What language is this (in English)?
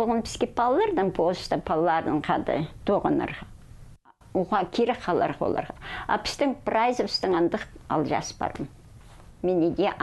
Khakas